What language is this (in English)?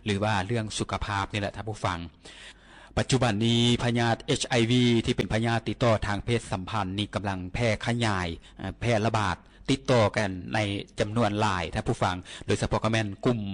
Lao